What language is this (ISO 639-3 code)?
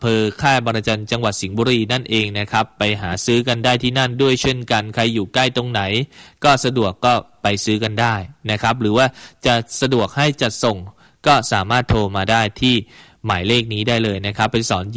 tha